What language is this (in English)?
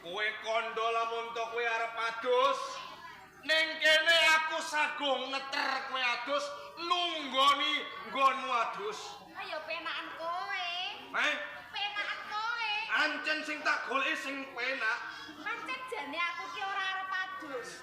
Javanese